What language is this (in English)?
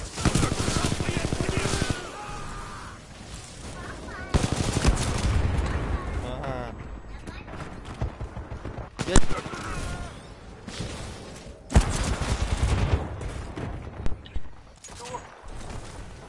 Russian